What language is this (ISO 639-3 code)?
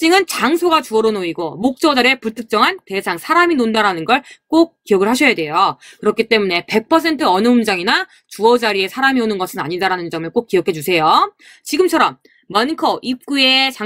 kor